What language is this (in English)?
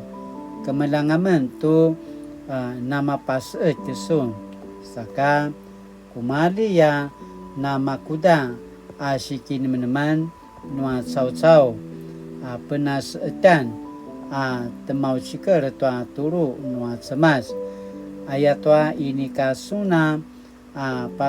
Paiwan